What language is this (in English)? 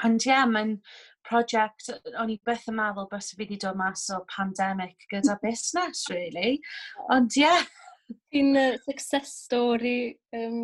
Welsh